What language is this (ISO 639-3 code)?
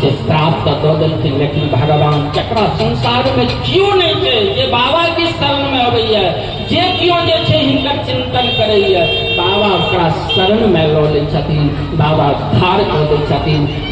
mai